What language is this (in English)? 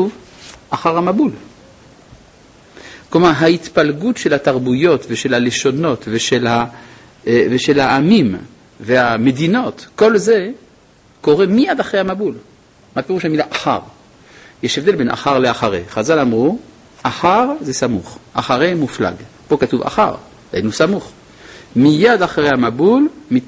Hebrew